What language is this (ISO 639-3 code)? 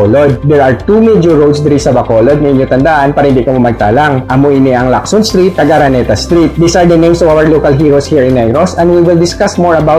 hil